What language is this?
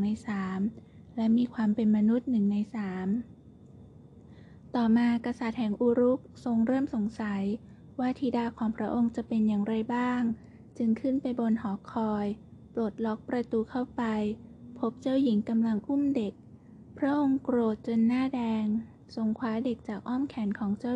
Thai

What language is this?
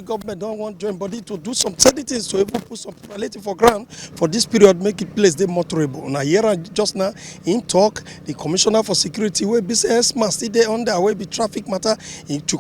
Nigerian Pidgin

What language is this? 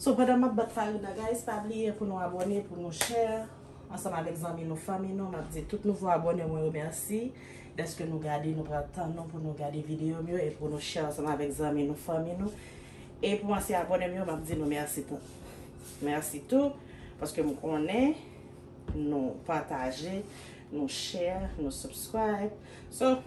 Haitian Creole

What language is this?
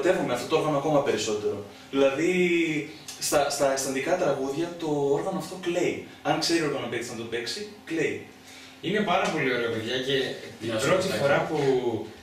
Greek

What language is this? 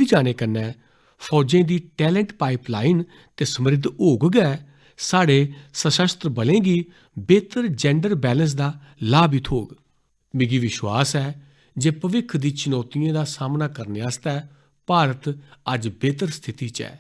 Dogri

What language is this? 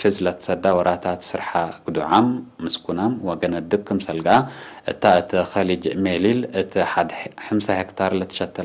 Tigre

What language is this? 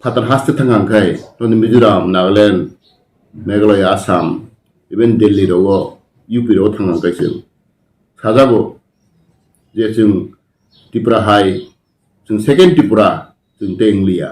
Kok Borok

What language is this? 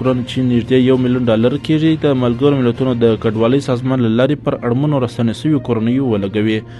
Pashto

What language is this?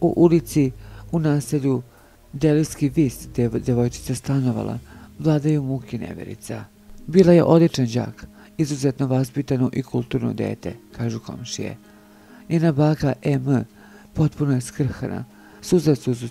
Serbian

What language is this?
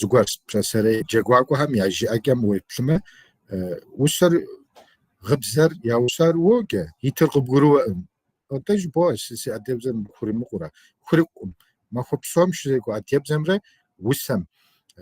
Kabardian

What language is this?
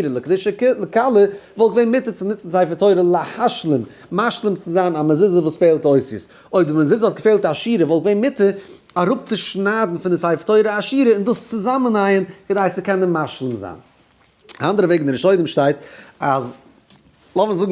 Yiddish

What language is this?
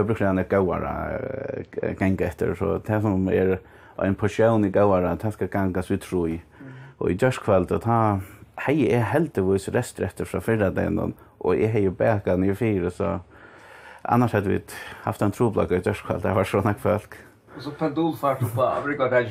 Faroese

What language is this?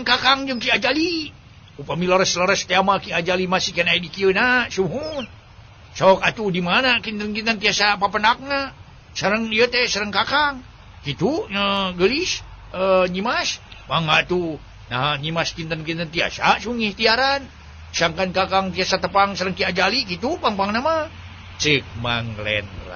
Sundanese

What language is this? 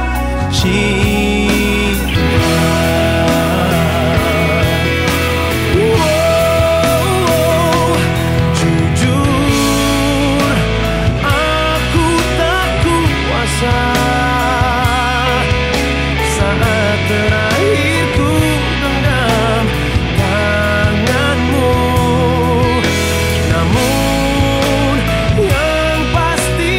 Indonesian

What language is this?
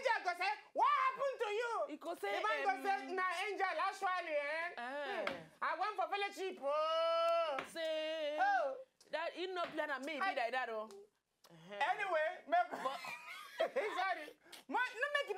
Nigerian Pidgin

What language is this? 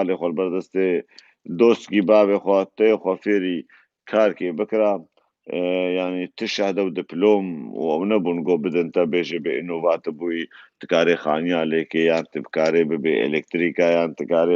Kurdish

